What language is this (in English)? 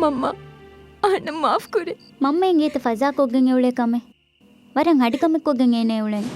Divehi